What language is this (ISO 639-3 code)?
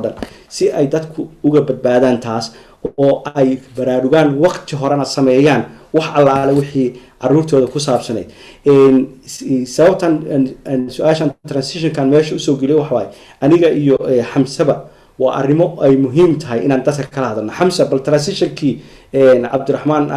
som